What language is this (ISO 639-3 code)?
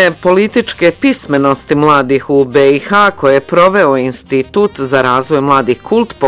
bos